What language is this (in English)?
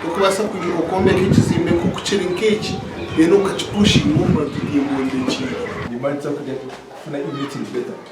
Nyankole